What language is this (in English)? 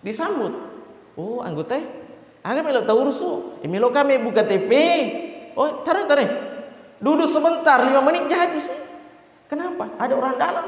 Buginese